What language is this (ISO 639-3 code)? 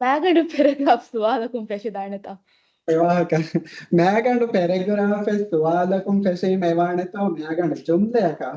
div